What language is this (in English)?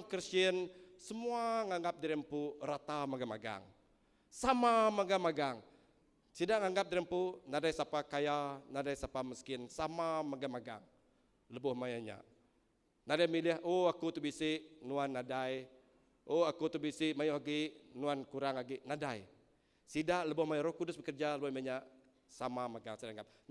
Iban